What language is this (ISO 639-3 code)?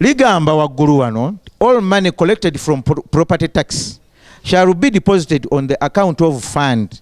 lug